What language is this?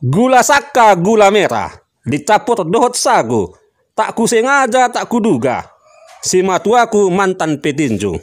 Batak Toba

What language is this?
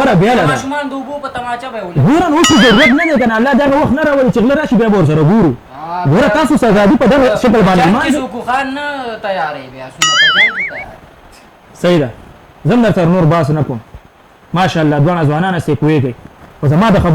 Pashto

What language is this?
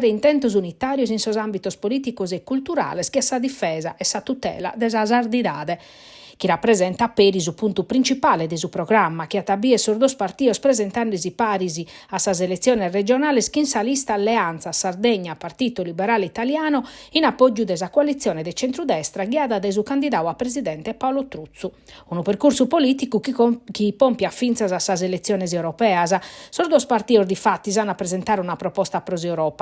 Sardinian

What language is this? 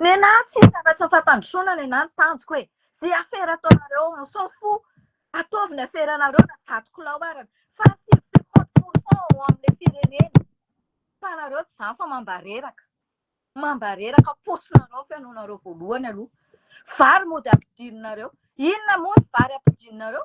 Malagasy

